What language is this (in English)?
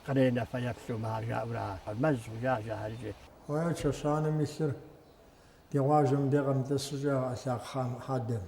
Kabardian